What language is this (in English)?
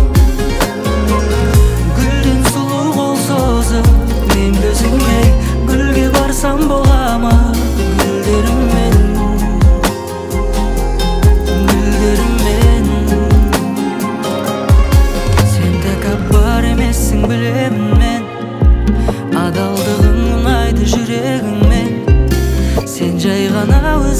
Kazakh